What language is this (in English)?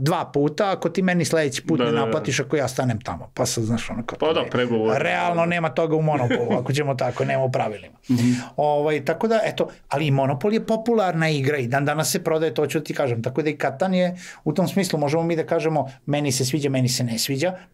Serbian